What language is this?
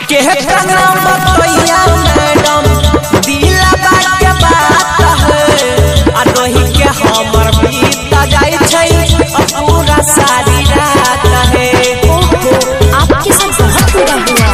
Maithili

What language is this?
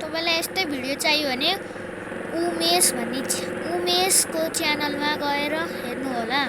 Nepali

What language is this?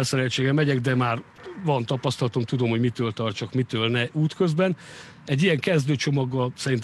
Hungarian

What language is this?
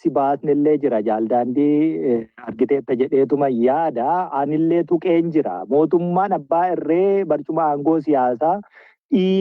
Oromo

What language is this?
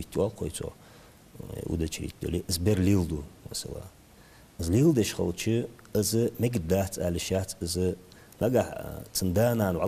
Ingush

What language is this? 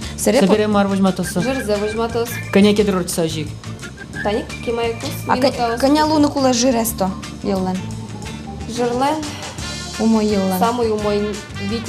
Udmurt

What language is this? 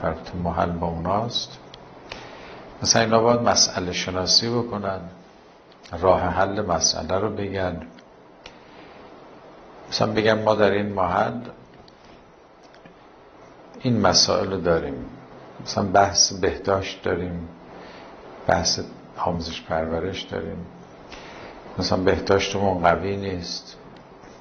Persian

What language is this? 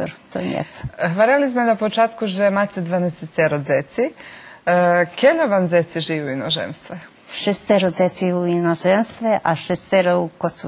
Rusyn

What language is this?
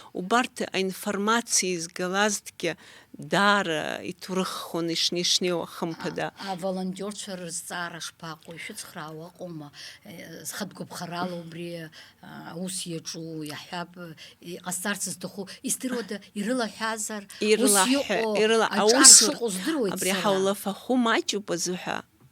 Abkhazian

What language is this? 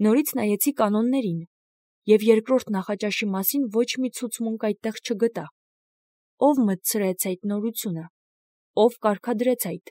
Armenian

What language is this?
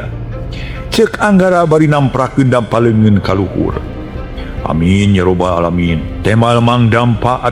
Sundanese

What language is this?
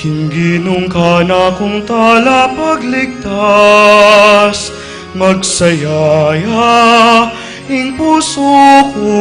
Pampanga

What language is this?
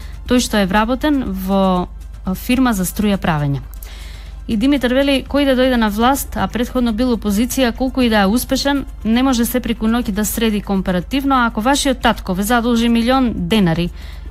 Macedonian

